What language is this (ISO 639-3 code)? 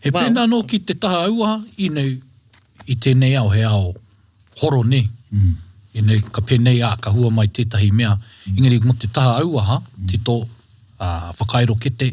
mri